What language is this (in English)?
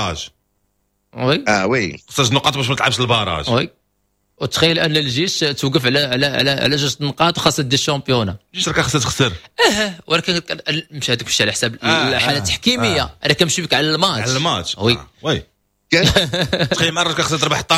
Moroccan Arabic